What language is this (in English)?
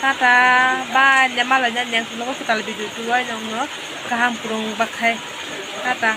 Kok Borok